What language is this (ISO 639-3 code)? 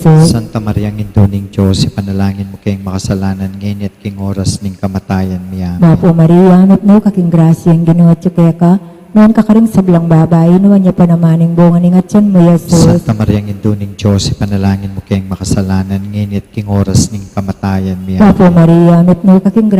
pam